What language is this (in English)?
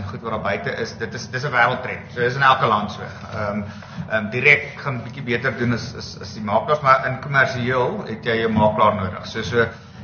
Afrikaans